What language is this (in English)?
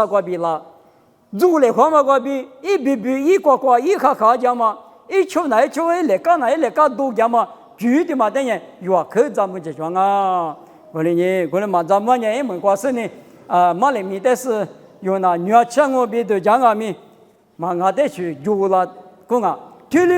Lisu